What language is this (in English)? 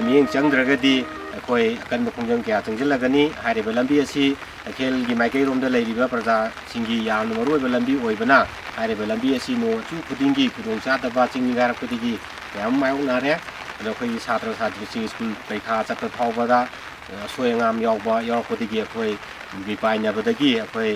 Manipuri